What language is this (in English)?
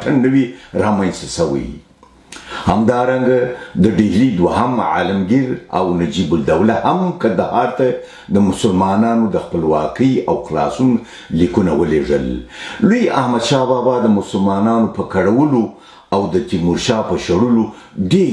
Pashto